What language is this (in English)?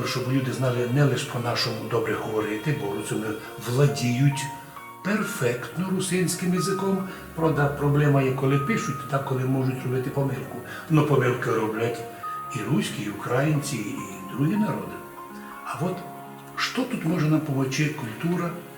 Rusyn